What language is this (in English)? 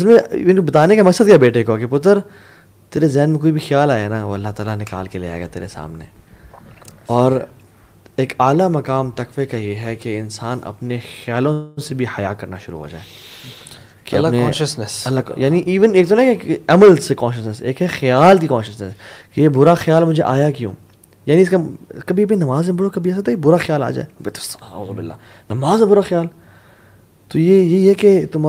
Urdu